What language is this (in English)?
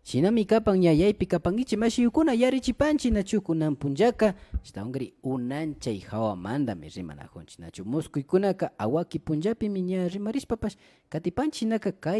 Imbabura Highland Quichua